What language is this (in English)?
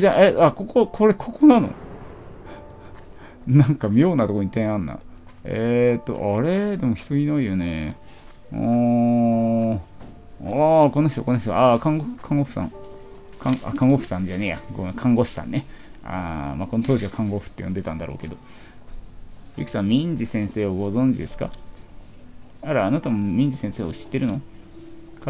Japanese